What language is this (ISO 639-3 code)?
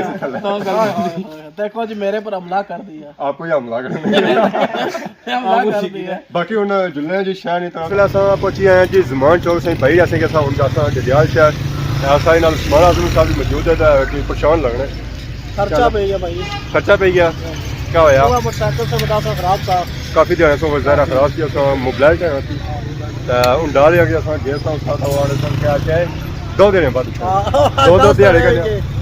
phr